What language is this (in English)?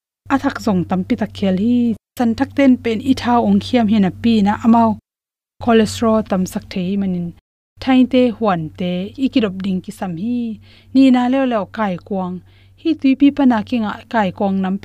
Tedim Chin